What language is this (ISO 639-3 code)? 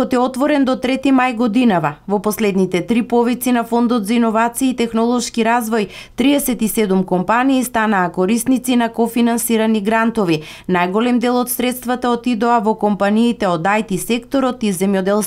mkd